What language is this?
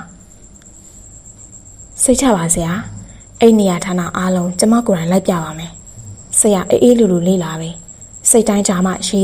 Burmese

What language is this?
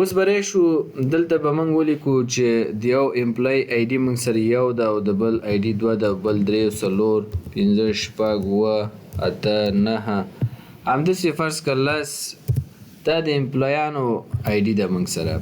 Pashto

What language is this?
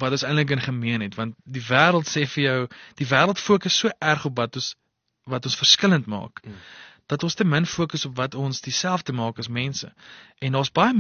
Afrikaans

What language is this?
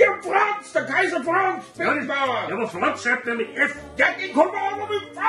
Bavarian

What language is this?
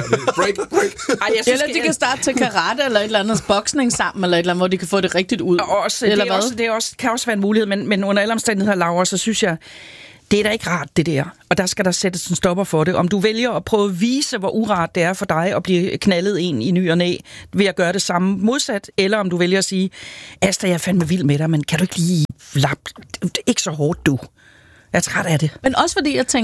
Danish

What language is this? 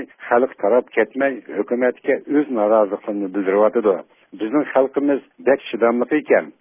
Uyghur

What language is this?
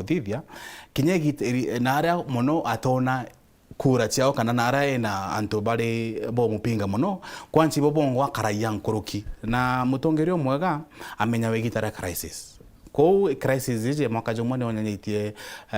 Meru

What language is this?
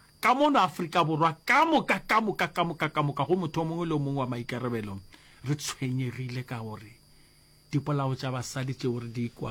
Northern Sotho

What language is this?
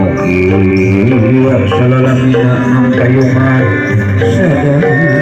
Sundanese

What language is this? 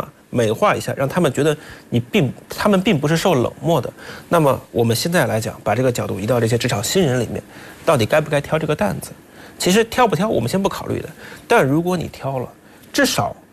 Chinese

